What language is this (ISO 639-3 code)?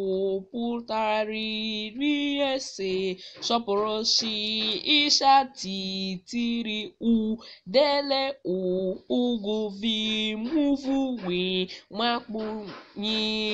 ibo